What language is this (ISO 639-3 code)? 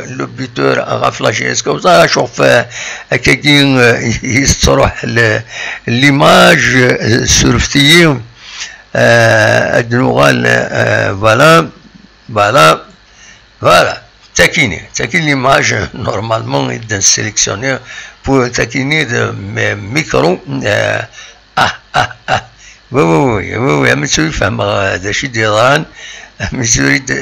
kab